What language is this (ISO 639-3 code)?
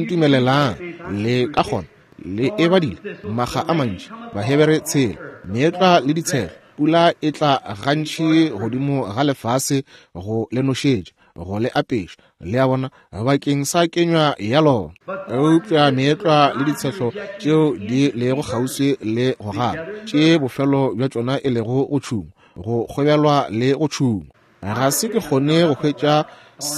nso